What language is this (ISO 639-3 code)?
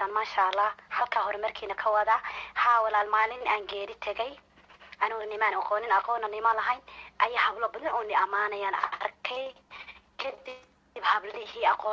som